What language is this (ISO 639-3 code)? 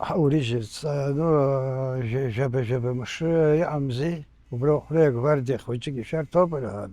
abk